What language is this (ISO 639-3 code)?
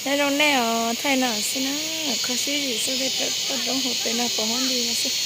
hmn